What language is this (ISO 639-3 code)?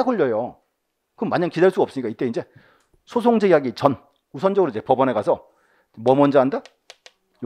kor